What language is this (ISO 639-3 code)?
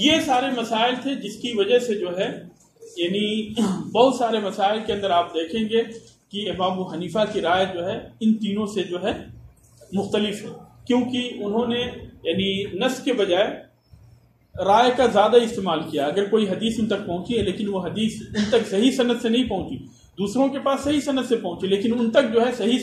urd